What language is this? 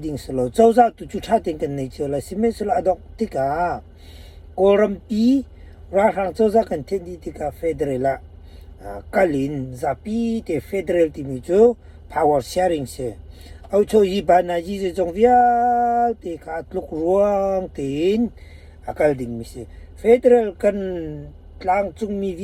Hakha Chin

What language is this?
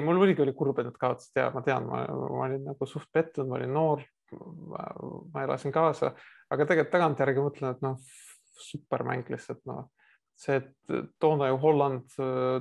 Estonian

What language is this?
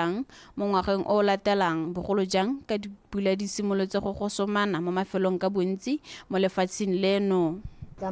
Tswana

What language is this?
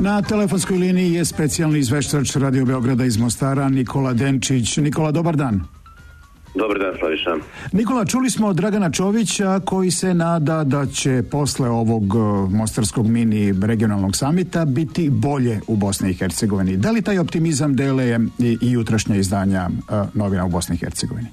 Serbian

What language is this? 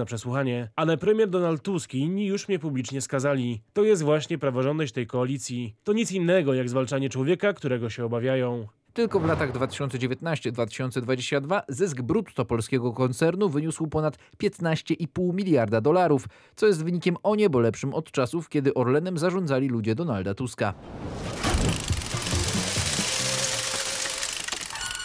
Polish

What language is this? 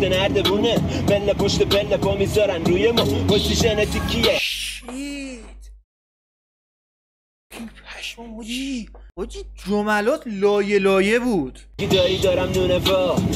Persian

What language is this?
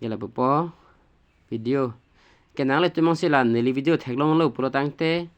Karbi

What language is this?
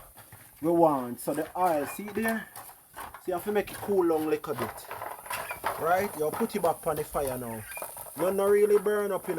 Jamaican Creole English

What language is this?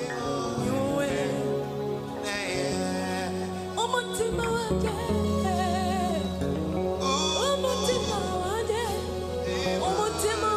Kinyarwanda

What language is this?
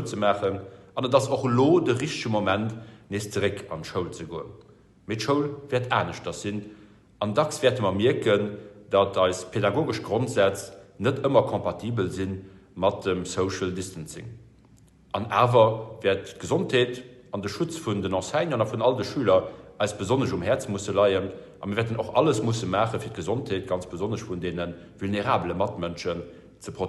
Luxembourgish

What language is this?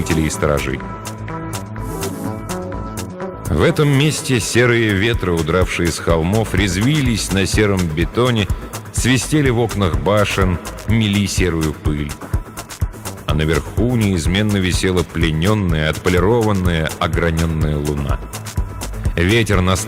Russian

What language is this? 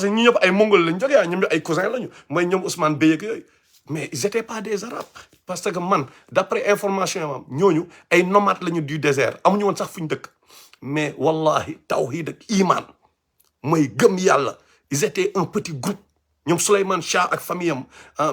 Wolof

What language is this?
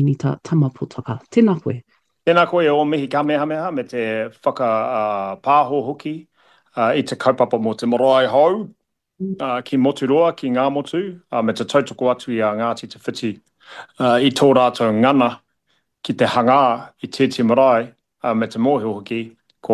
Māori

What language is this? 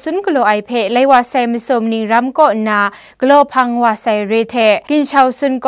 Kachin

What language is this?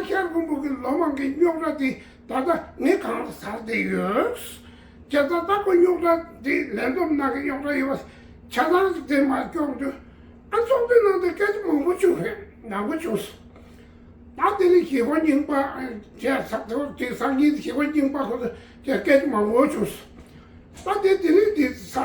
Tibetan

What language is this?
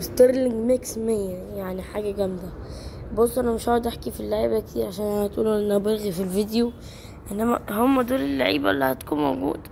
Egyptian Arabic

